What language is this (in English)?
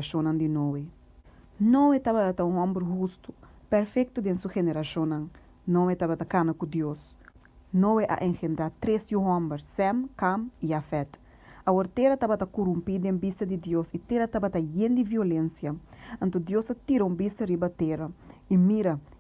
Papiamento